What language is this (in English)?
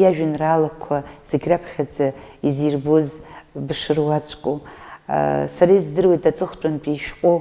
Abkhazian